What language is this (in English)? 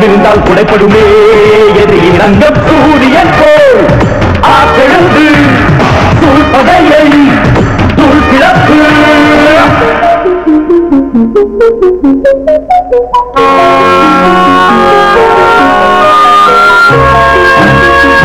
Tamil